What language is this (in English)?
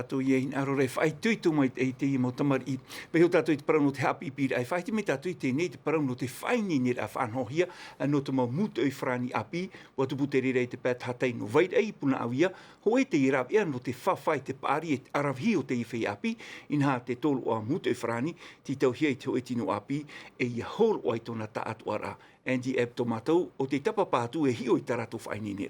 Tahitian